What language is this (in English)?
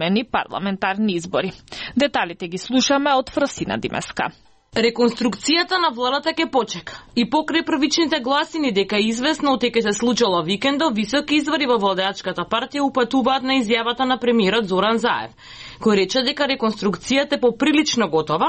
Macedonian